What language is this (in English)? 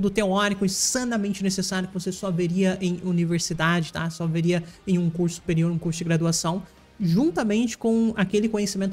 Portuguese